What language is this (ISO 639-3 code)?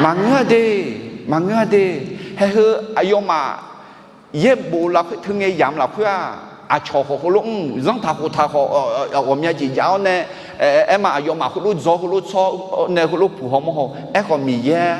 ahk